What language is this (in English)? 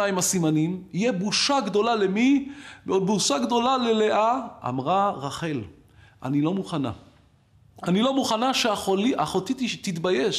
Hebrew